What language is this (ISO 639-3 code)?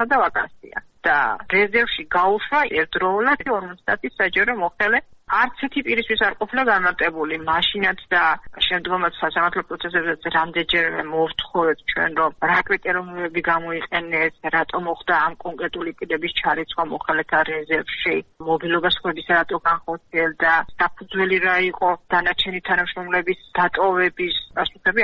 kat